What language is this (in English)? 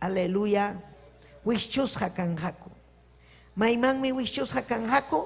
Ayacucho Quechua